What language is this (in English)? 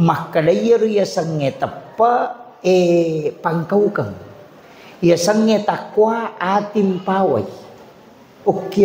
Buginese